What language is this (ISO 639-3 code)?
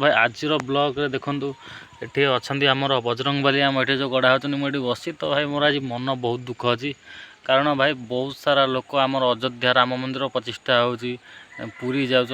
ori